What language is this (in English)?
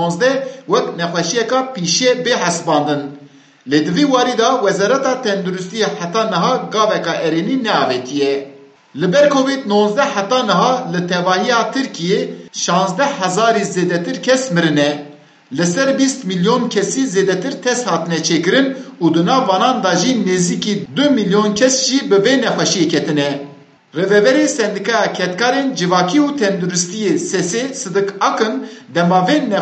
Kurdish